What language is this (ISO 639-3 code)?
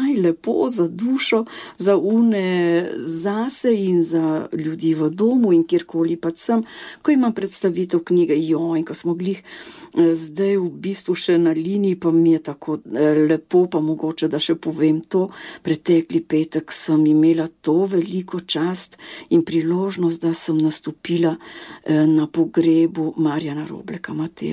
slv